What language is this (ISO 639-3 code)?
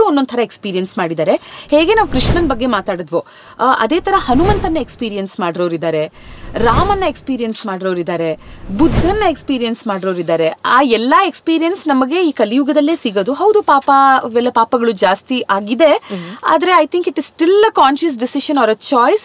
kan